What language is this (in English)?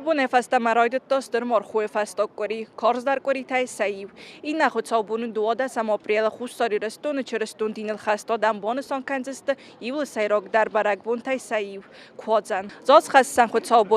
Ossetic